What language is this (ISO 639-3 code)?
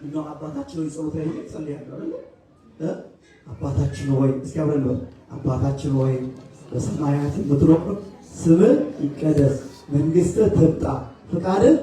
amh